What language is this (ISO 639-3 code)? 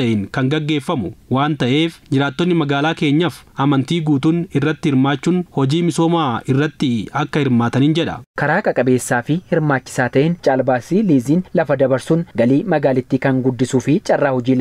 orm